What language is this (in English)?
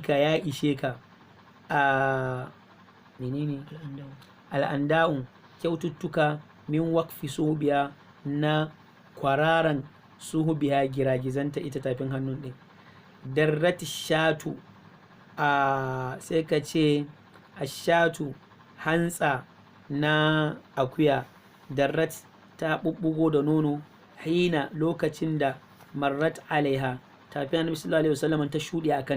Hausa